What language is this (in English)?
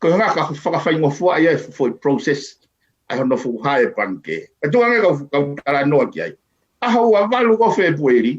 Tongan